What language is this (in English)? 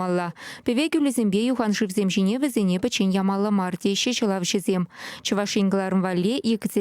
Chuvash